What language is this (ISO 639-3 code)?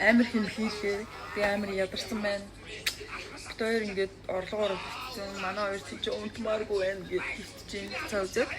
mon